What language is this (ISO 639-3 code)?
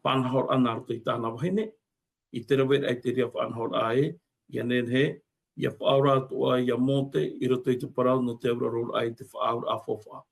tah